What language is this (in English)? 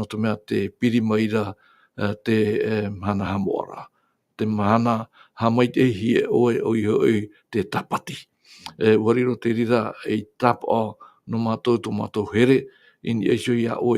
Tahitian